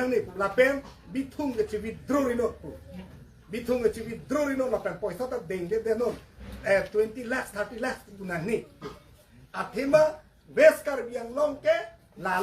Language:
Karbi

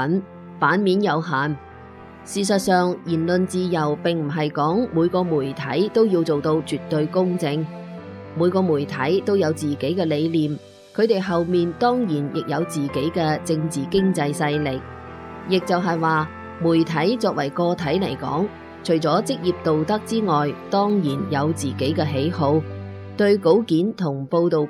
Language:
Cantonese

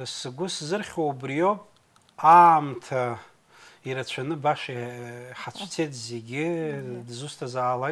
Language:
Abkhazian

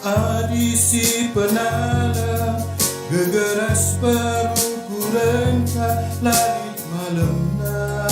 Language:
Batak Karo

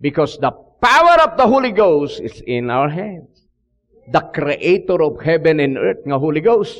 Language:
Iloko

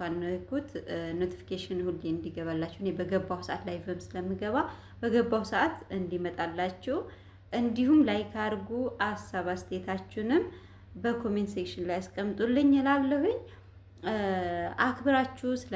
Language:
Amharic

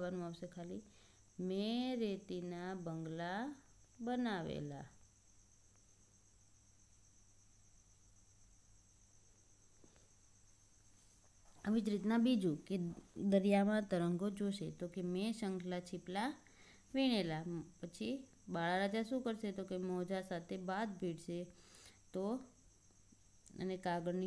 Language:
Gujarati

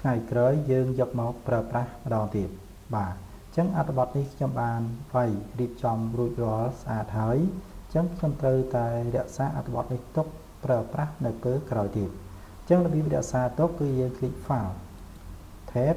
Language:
Khmer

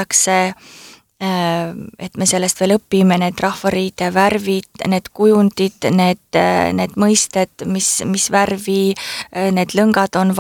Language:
Estonian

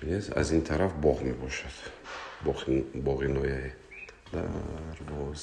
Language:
Tajik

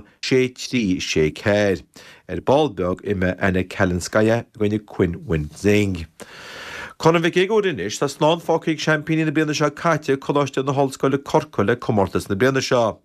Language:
Irish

